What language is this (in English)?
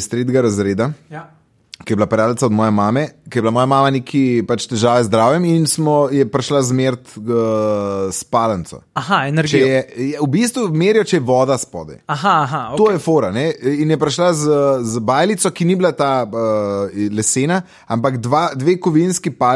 Slovenian